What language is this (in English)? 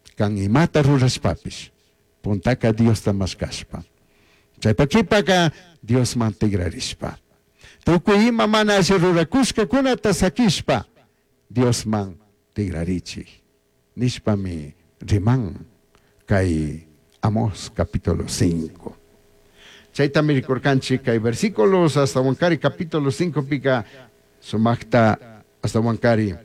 Chimborazo Highland Quichua